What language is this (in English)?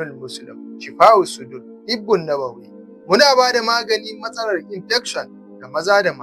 Hausa